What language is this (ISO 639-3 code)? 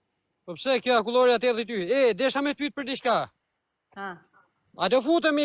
sqi